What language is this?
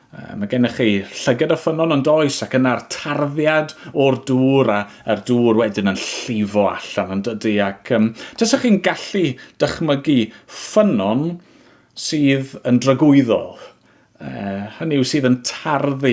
Welsh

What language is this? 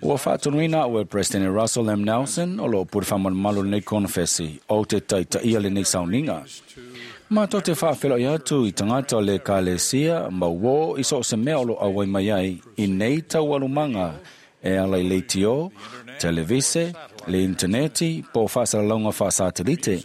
Samoan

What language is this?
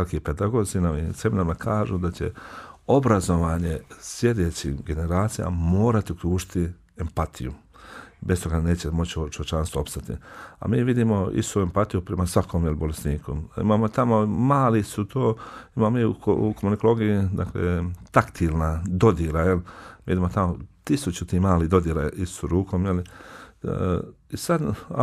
Bosnian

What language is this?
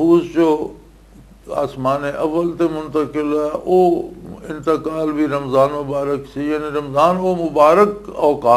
Western Panjabi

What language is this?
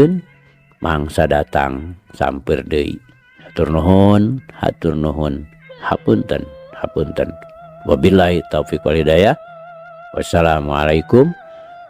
Sundanese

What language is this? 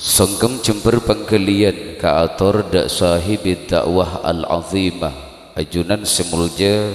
Madurese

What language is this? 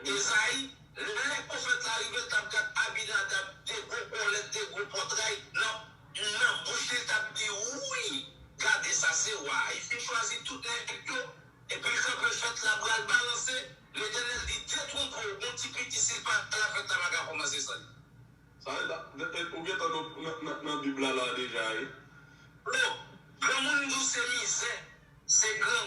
Haitian Creole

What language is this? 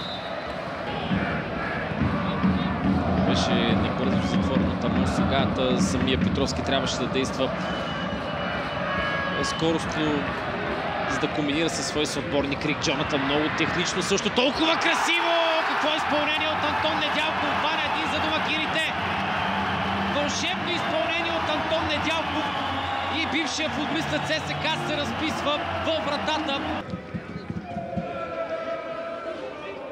Bulgarian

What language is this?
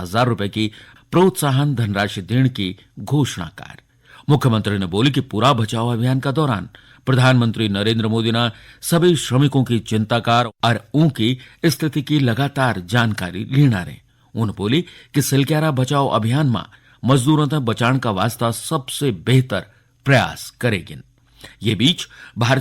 Garhwali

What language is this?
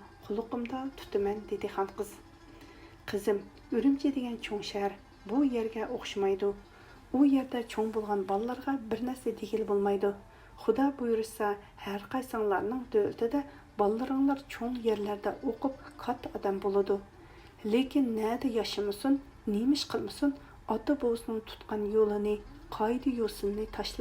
Uyghur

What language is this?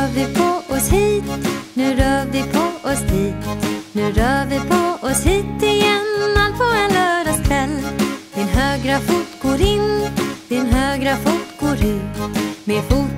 Swedish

